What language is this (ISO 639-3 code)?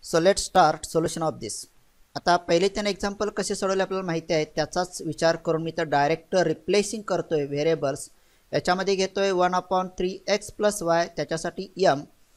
mar